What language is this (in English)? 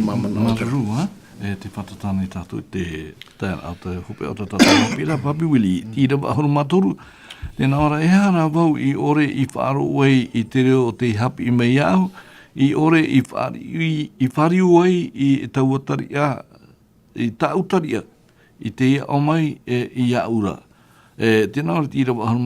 Tahitian